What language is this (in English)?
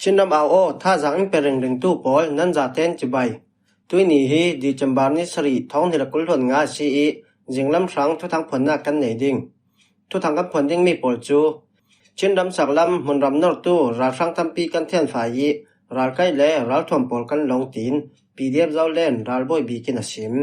Falam Chin